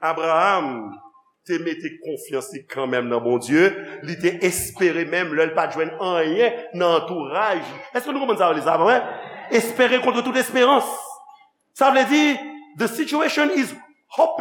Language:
Haitian Creole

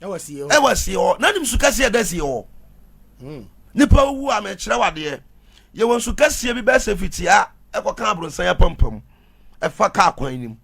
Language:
Akan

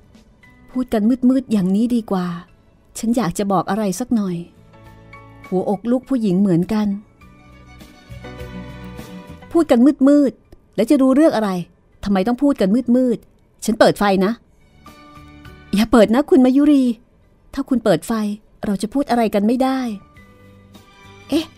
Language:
Thai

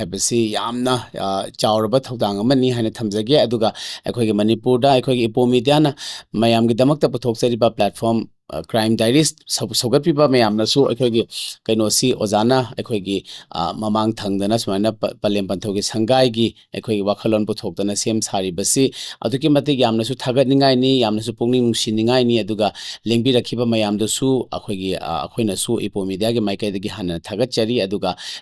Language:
Manipuri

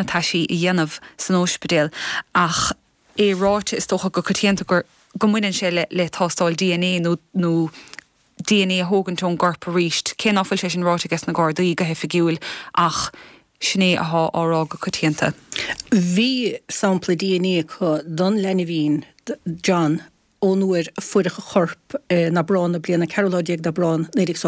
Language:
Irish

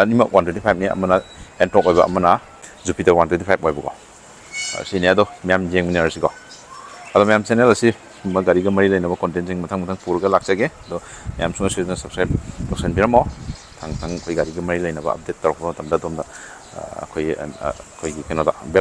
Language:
Manipuri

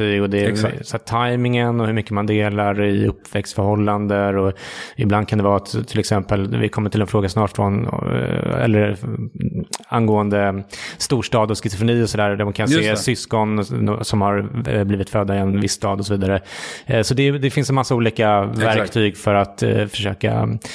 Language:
Swedish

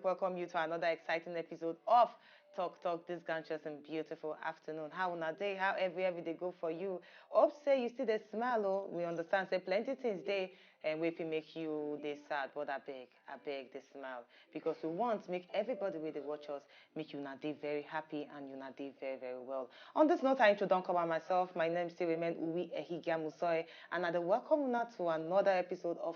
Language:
Nigerian Pidgin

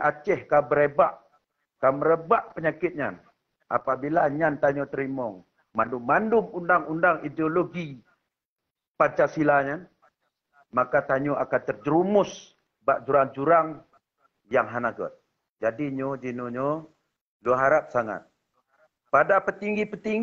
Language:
Achinese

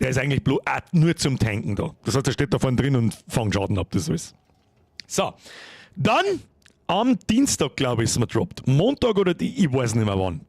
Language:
Bavarian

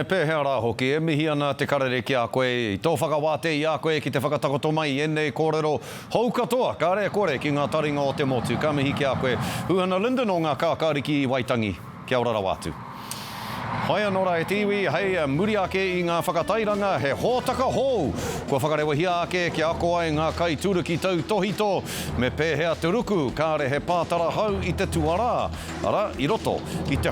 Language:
Māori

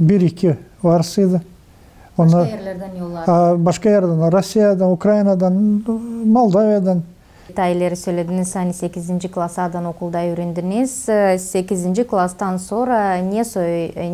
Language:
Gagauz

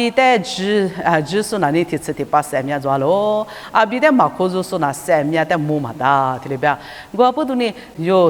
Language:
Lisu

